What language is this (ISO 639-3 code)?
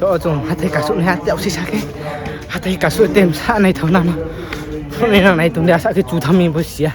ria